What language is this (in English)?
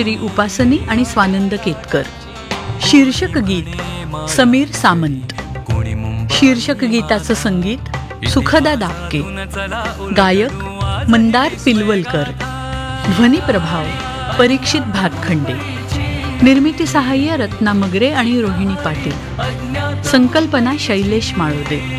Marathi